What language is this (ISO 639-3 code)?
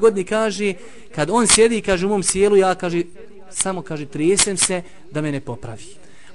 bos